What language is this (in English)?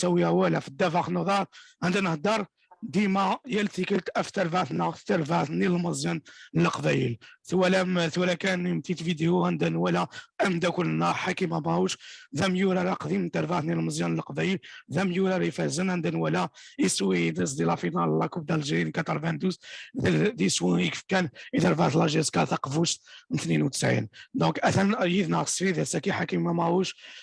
Kabyle